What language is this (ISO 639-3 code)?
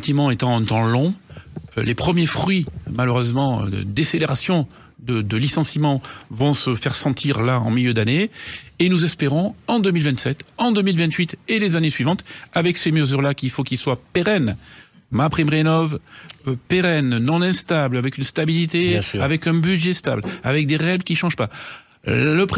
fra